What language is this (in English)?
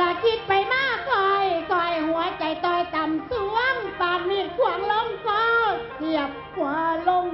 Northeastern Thai